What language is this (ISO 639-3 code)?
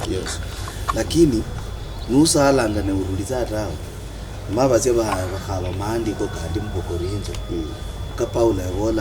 luy